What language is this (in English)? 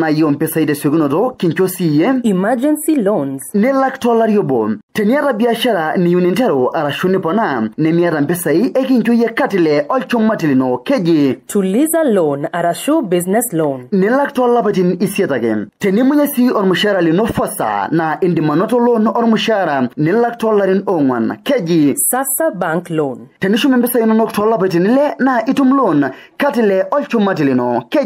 Masai